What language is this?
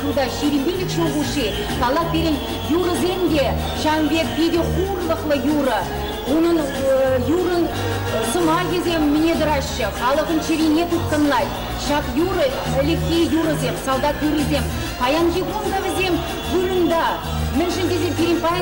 Chuvash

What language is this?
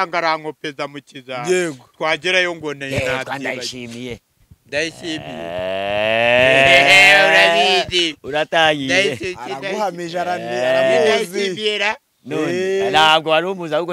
Kinyarwanda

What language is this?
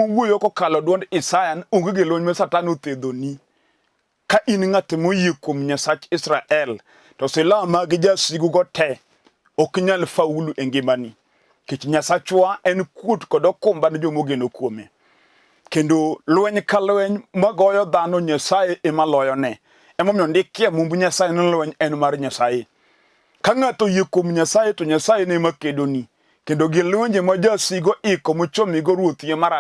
Luo (Kenya and Tanzania)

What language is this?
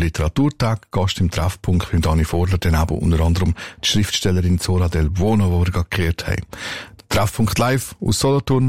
German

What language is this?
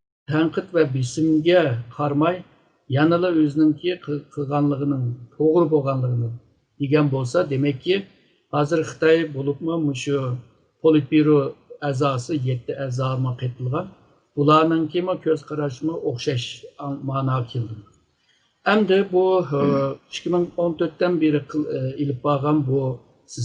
Uyghur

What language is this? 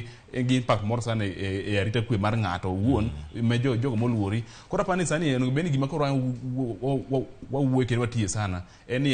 Luo (Kenya and Tanzania)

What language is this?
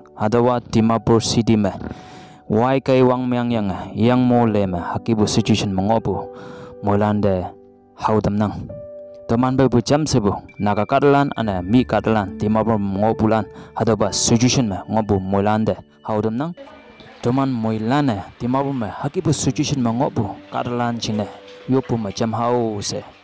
Konyak Naga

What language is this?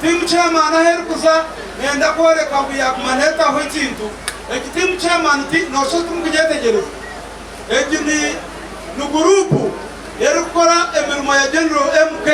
Nyankole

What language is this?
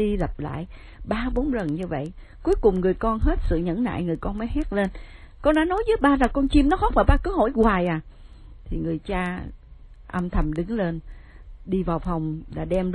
Vietnamese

